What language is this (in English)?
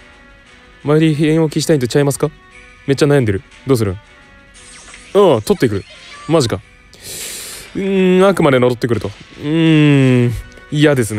Japanese